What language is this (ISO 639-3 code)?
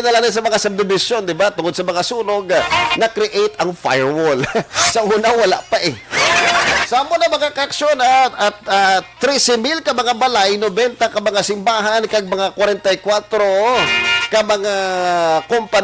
hil